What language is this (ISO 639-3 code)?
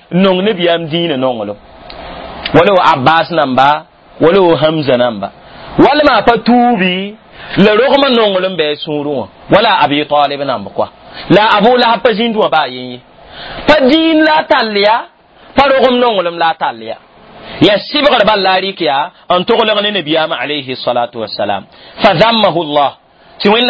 mos